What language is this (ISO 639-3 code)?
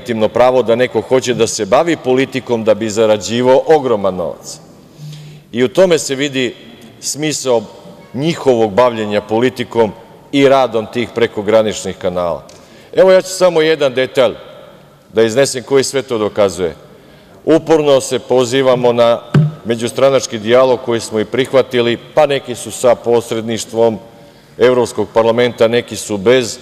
srp